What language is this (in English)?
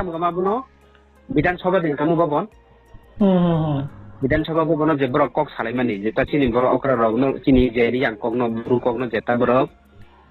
Riang (India)